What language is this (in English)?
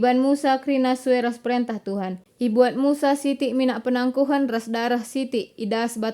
Batak Karo